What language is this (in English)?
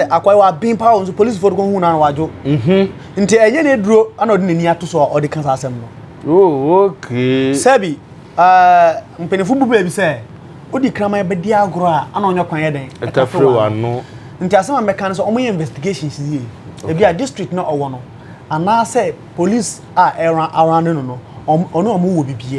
Akan